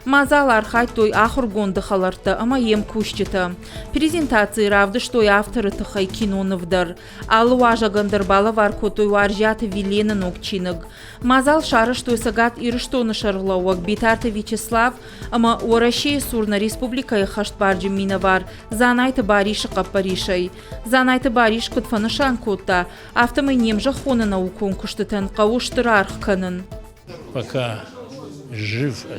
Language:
Ossetic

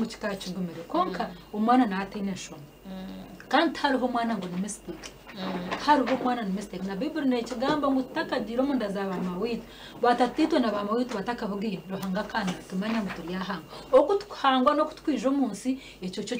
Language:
Nyankole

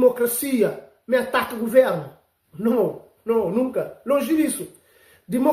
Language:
Kabuverdianu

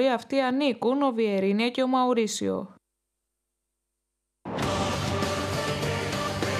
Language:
Greek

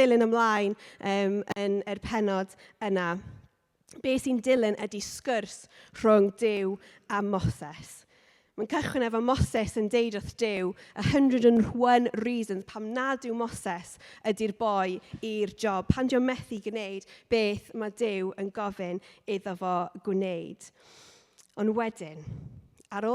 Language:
Welsh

